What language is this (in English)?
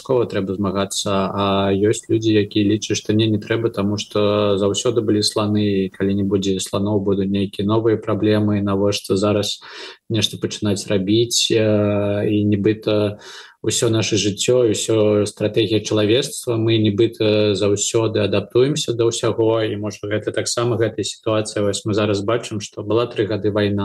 Belarusian